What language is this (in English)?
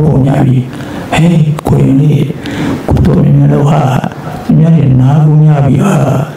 Burmese